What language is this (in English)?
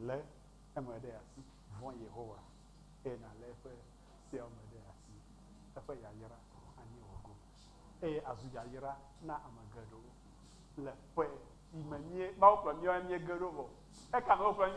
Ewe